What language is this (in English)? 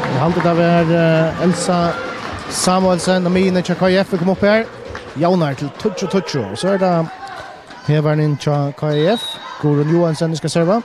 Faroese